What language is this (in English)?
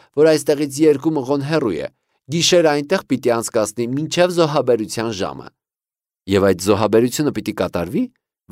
Armenian